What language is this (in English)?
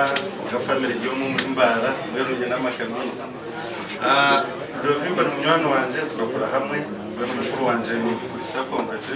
Nyankole